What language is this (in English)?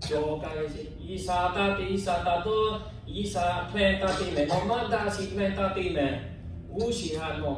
Lahu